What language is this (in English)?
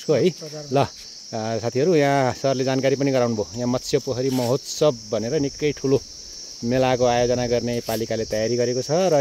Nepali